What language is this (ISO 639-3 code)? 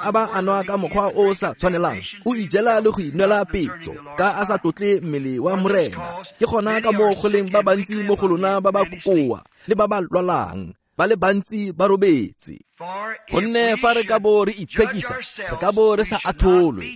tsn